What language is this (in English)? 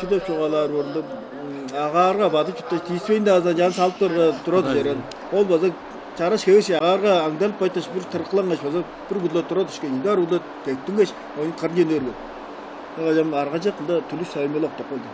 Tuvinian